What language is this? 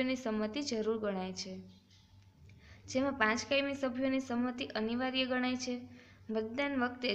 Gujarati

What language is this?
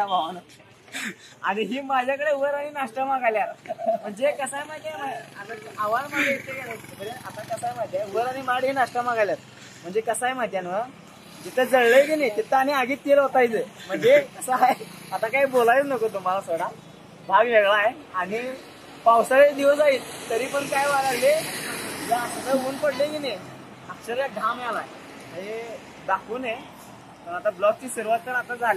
Marathi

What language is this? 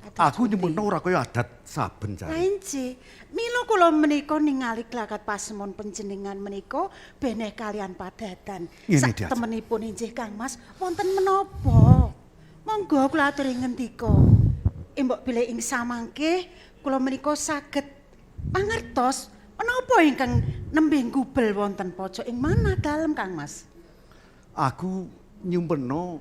Javanese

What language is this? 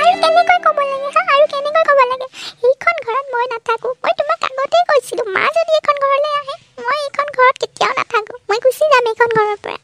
Assamese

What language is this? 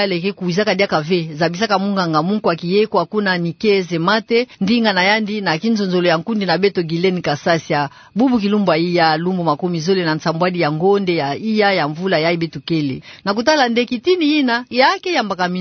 Kituba (Democratic Republic of Congo)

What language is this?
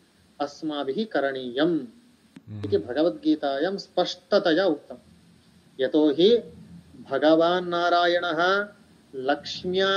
Sanskrit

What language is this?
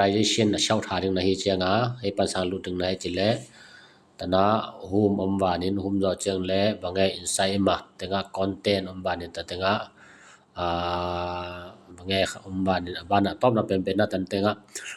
Tedim Chin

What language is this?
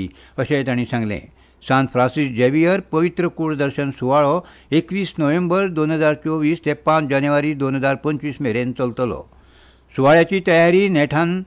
Konkani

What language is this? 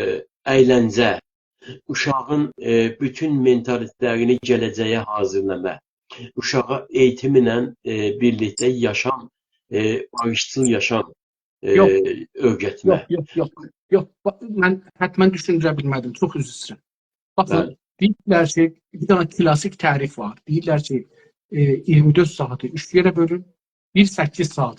South Azerbaijani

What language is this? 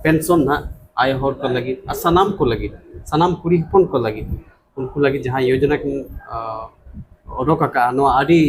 Santali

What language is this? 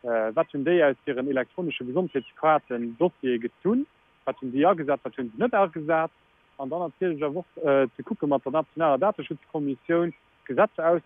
Luxembourgish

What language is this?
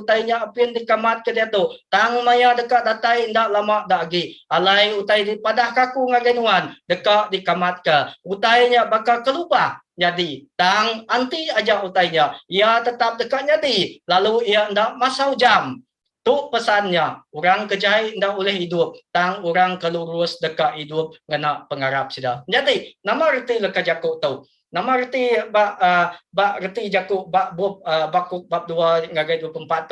Iban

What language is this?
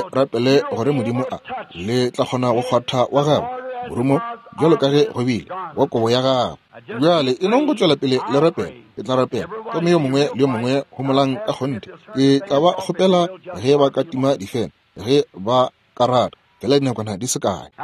Northern Sotho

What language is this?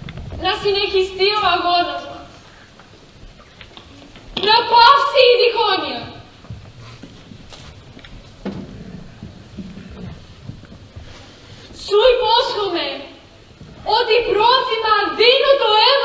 Greek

